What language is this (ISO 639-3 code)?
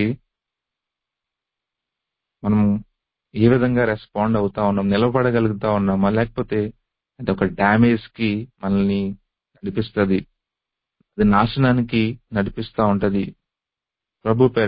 tel